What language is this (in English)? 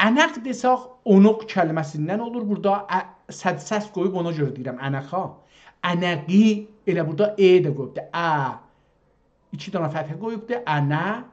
South Azerbaijani